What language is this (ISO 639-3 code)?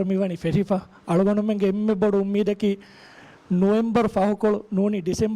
div